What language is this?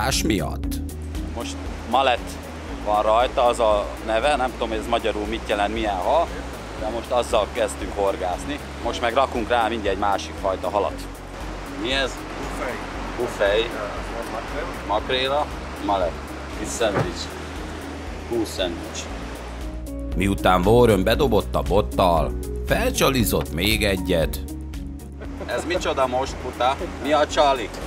Hungarian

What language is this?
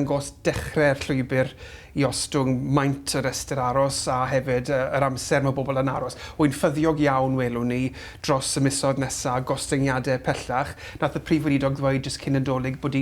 Welsh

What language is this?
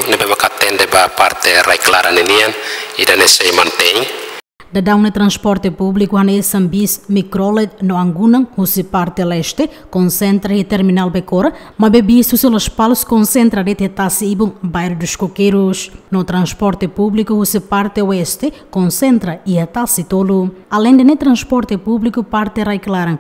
Tetum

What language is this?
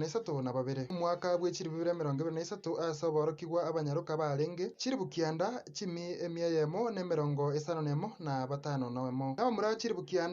Gusii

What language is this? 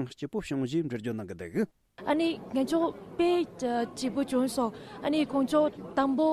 Tibetan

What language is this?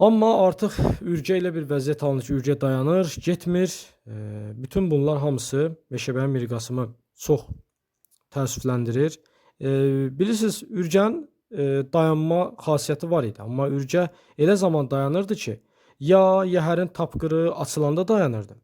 Azerbaijani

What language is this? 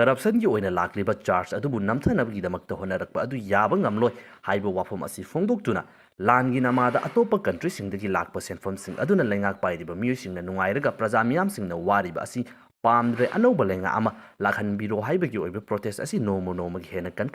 Manipuri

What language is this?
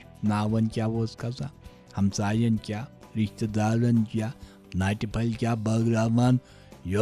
Kashmiri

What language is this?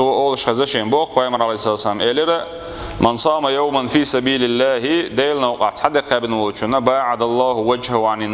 Chechen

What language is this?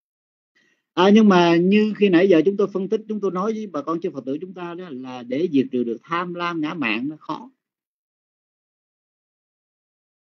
Vietnamese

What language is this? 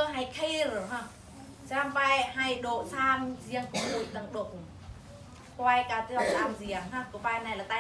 Eastern Bru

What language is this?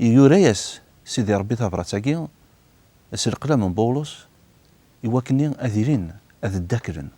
Kabyle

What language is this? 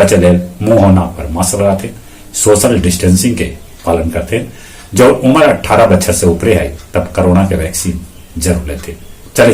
Magahi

